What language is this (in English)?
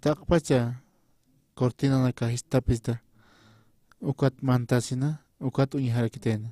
Aymara